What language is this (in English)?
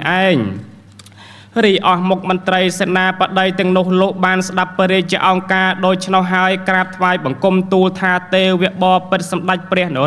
Khmer